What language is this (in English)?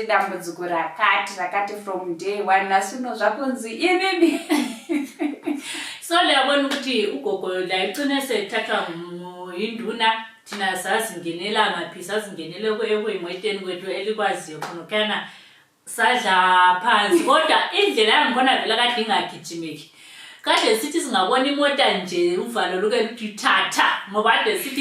Shona